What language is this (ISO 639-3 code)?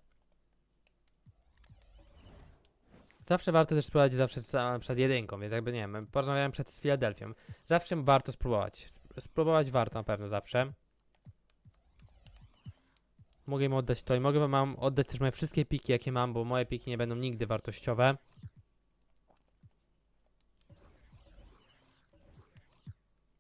pol